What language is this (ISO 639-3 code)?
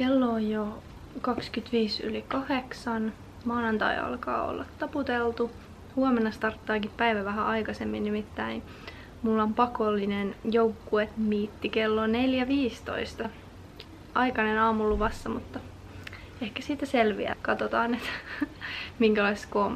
fin